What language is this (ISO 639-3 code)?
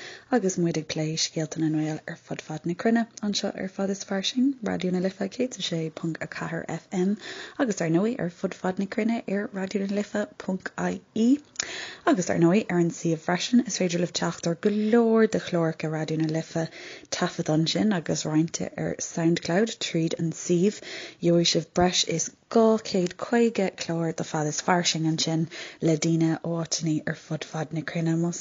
gle